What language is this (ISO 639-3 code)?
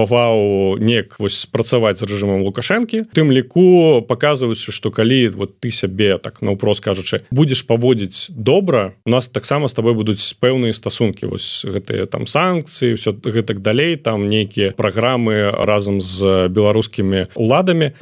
bel